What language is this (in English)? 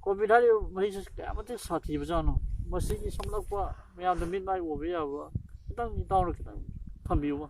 Manipuri